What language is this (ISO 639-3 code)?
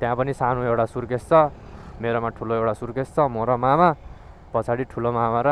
nep